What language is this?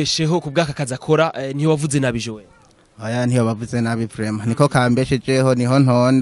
Rundi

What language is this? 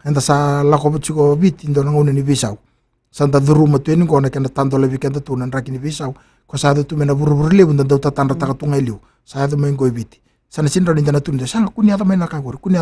Fijian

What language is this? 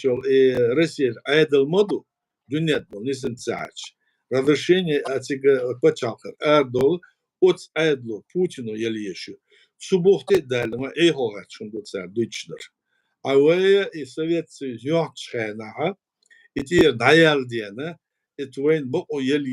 Chechen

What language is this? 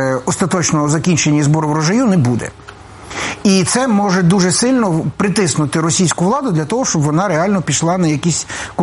Ukrainian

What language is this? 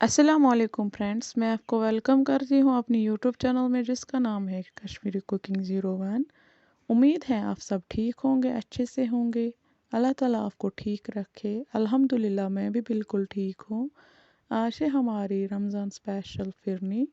Kashmiri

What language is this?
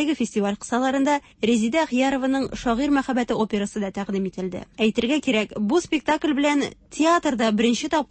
Tatar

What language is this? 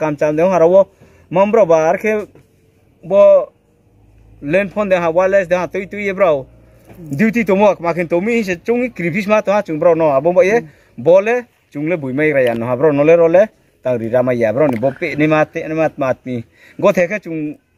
Riang (India)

